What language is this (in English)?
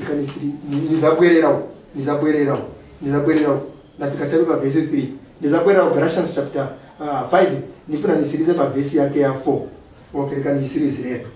Nyanja